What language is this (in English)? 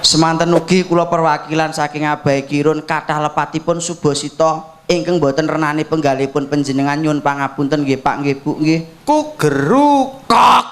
Javanese